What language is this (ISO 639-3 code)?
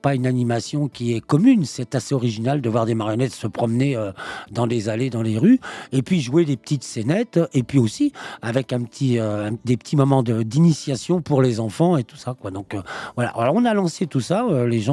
fra